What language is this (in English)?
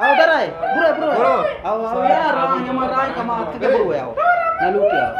Eastern Balochi